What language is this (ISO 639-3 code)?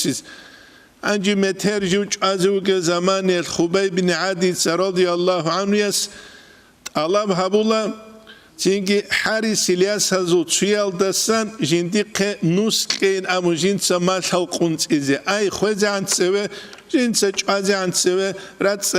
ava